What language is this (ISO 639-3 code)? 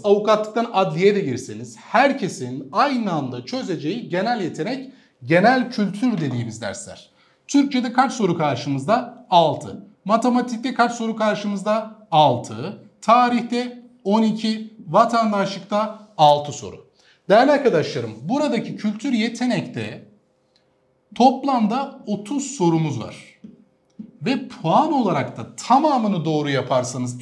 tur